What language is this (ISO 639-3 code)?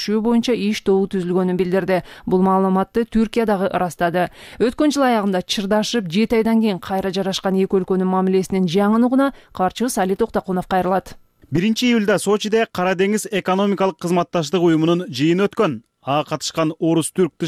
kir